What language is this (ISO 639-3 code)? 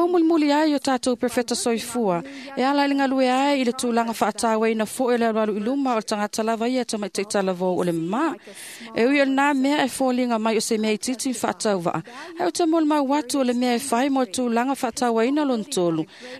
smo